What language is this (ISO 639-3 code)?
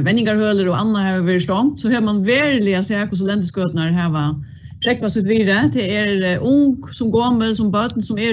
fao